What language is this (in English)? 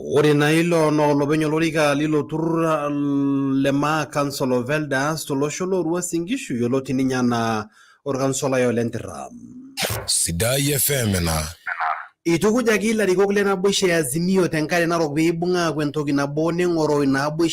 Masai